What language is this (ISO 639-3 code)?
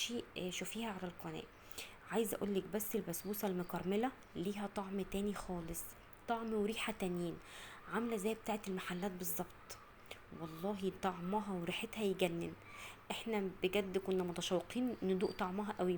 arz